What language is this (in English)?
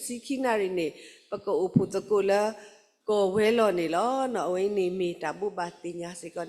S'gaw Karen